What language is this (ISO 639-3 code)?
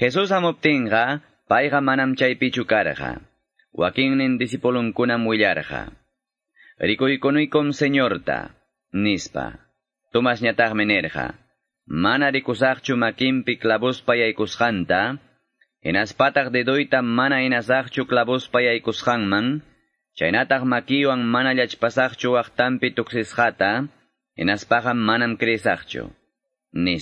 que